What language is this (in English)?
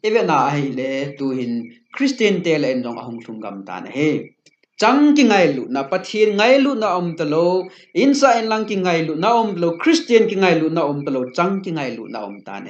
Thado Chin